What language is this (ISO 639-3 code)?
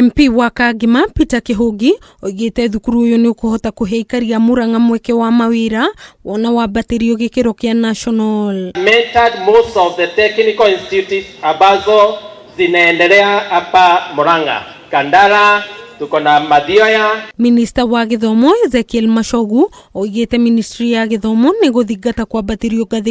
kik